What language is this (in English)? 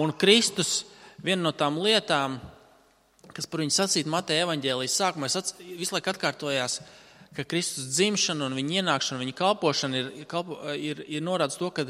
Latvian